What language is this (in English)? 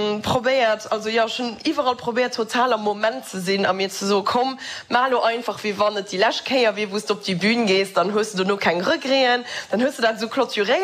Luxembourgish